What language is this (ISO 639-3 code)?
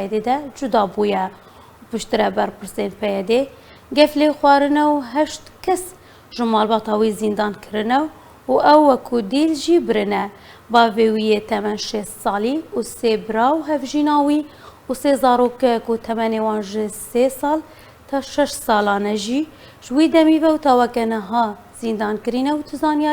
kur